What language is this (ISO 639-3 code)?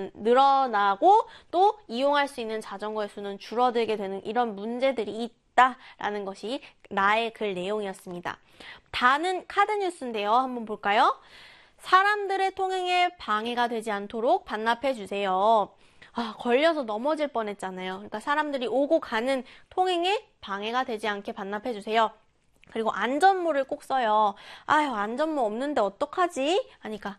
kor